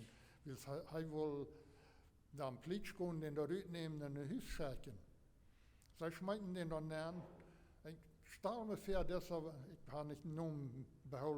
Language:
Plautdietsch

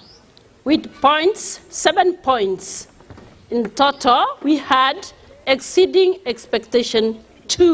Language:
Gusii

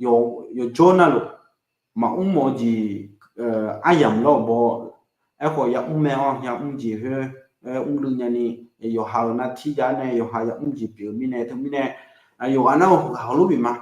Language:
Akha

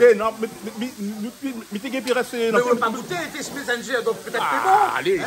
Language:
Réunion Creole French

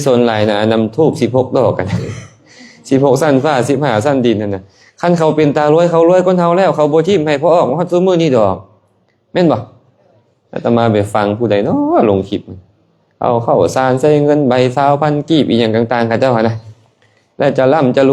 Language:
Lao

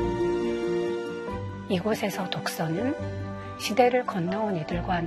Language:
Korean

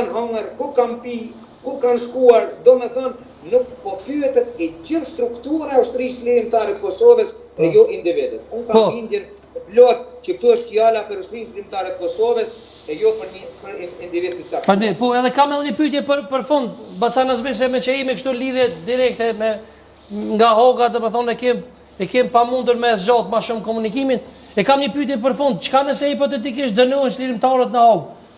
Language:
Albanian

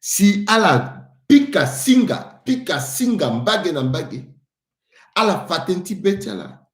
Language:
Sango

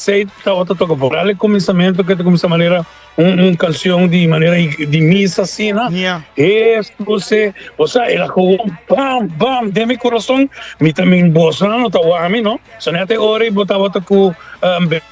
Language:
Papiamento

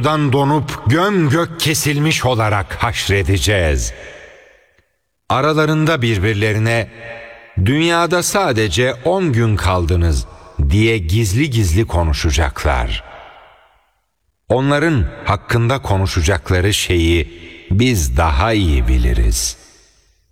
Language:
Turkish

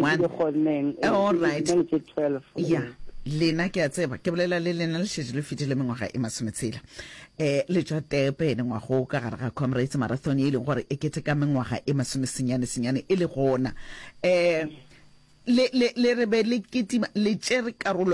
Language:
Northern Sotho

